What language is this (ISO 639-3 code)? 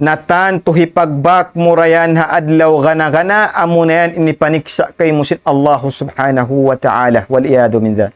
tsg